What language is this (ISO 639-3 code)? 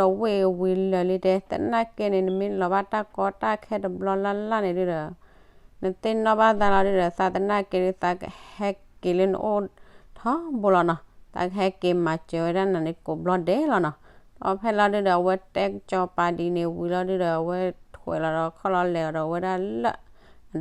ksw